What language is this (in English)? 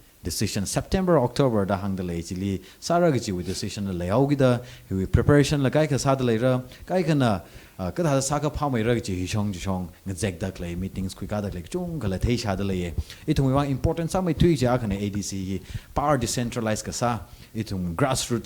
Tangkhul Naga (India)